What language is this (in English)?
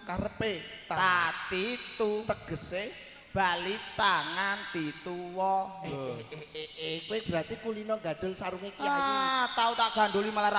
Javanese